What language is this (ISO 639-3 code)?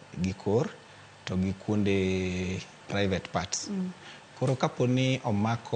luo